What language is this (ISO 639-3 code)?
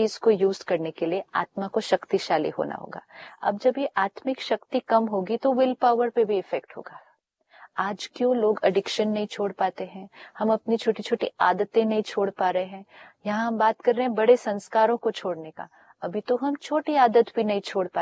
hin